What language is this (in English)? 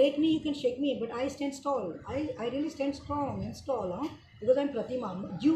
Konkani